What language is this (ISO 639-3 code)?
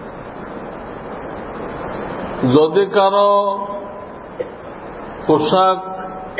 ben